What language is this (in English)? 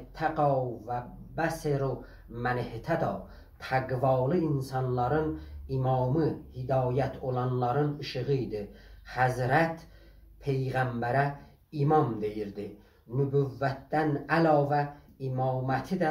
South Azerbaijani